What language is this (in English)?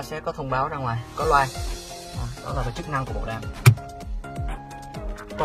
Vietnamese